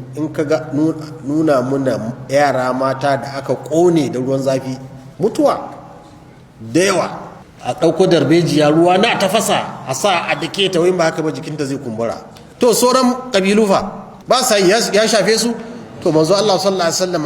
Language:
Hausa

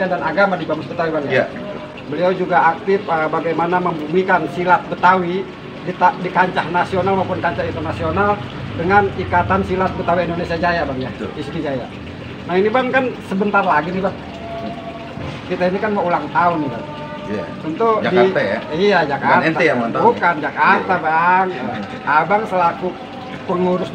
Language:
Betawi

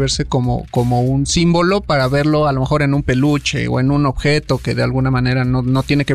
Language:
Spanish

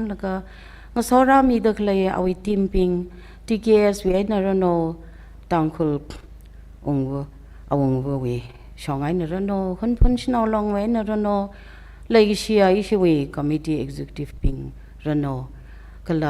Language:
Tangkhul Naga (India)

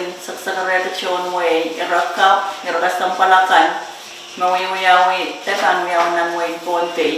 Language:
Pohnpeian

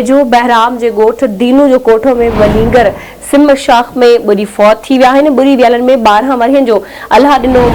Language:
Sindhi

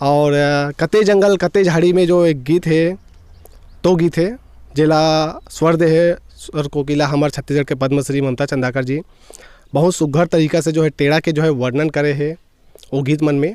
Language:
Chhattisgarhi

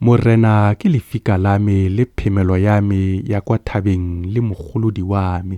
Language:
Tswana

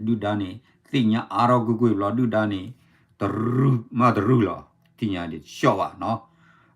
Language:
S'gaw Karen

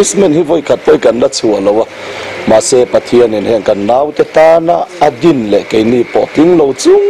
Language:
Mizo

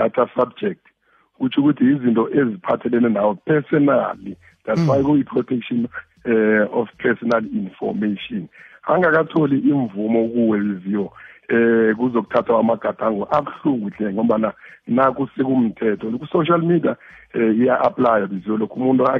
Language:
South Ndebele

